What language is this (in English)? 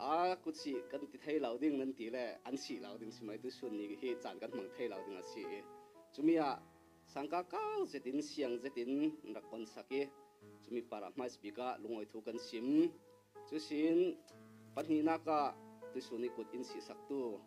Falam Chin